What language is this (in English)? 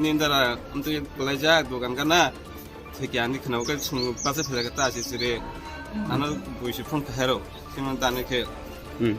Kok Borok